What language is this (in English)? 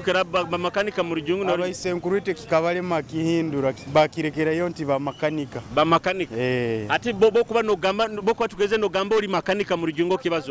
Nyoro